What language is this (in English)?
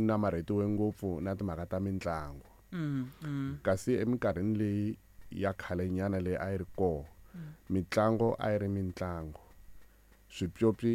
Tsonga